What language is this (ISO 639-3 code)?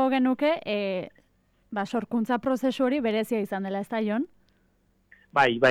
eus